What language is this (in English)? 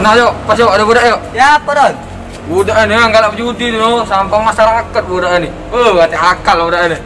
Musi